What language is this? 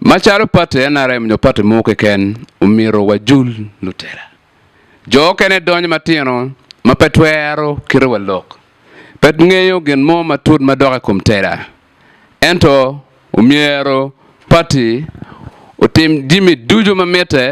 Acoli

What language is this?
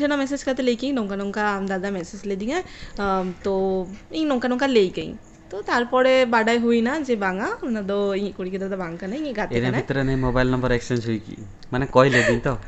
Santali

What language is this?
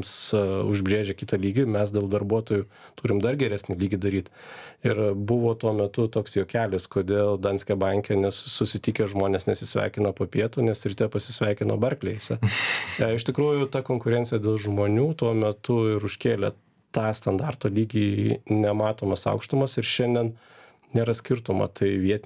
Lithuanian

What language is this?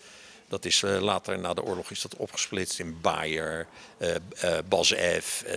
Dutch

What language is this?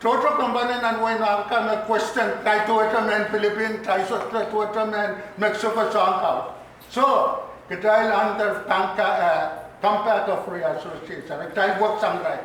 Pohnpeian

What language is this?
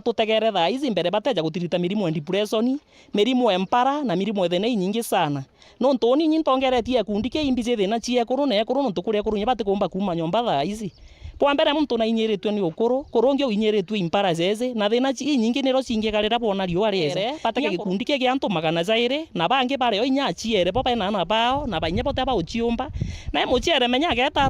Meru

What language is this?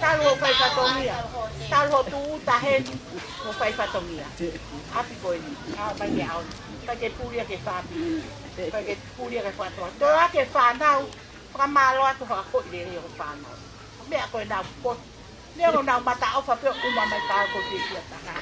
Tongan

